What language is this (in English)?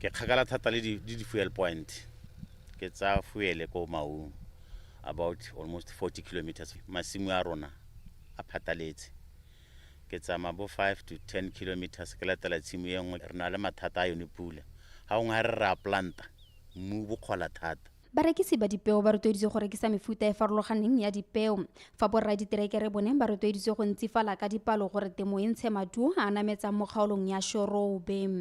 Tswana